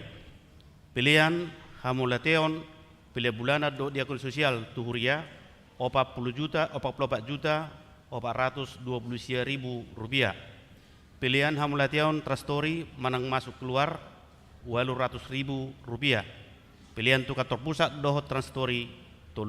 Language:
Batak Toba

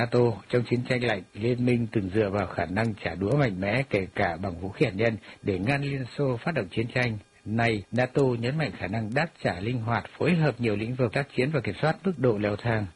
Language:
Vietnamese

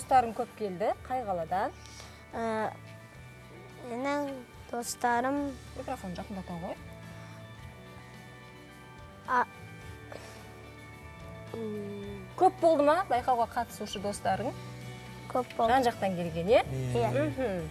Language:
Kazakh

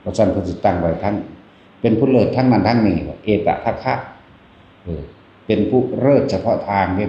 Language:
Northeastern Thai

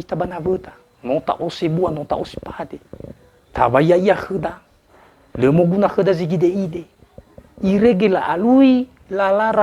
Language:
Nias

